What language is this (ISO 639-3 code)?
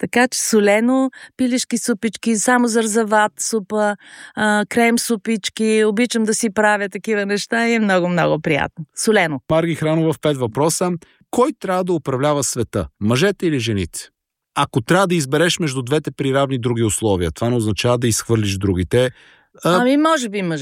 bul